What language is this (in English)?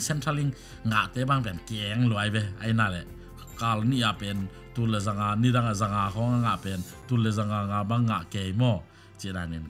Tedim Chin